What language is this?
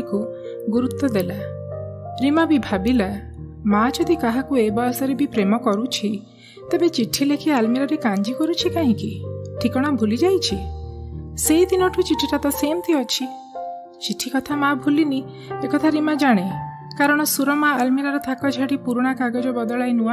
Odia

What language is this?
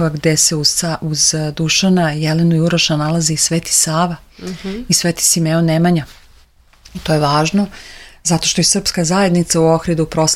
Serbian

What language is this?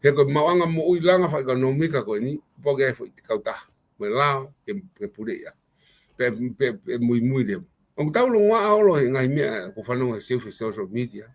Tongan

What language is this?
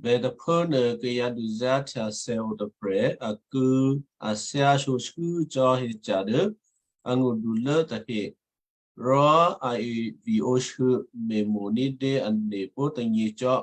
Western Kayah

